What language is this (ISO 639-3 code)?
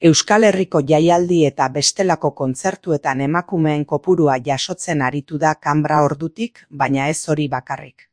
eus